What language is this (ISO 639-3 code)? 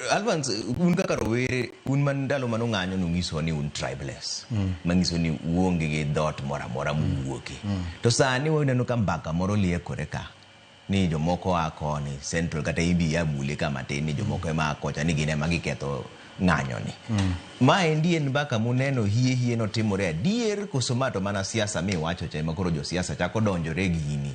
luo